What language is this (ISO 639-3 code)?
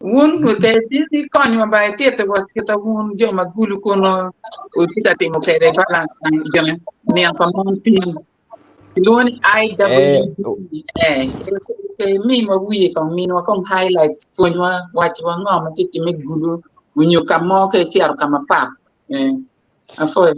ach